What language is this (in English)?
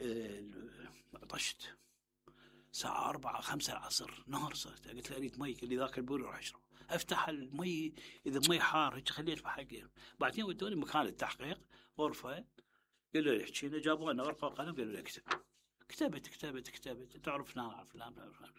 Mesopotamian Arabic